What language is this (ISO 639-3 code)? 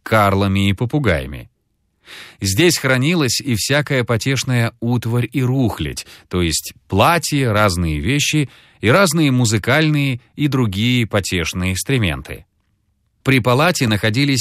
rus